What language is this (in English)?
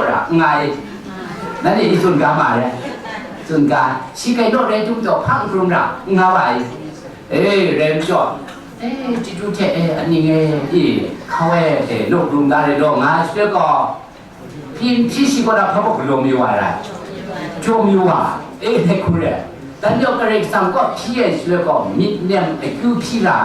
Kachin